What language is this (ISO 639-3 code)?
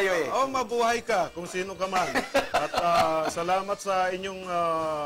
fil